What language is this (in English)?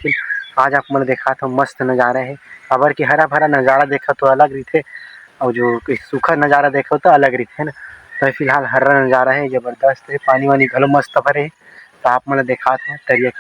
Chhattisgarhi